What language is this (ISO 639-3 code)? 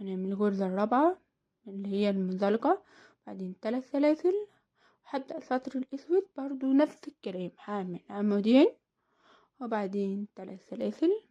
arz